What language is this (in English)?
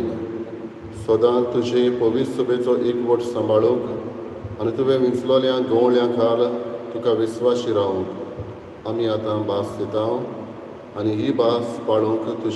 Konkani